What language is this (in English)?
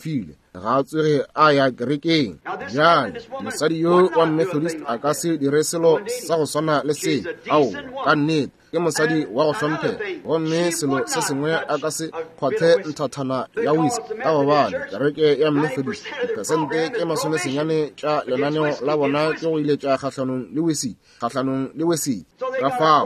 Northern Sotho